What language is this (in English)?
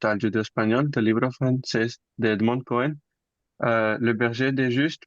Ladino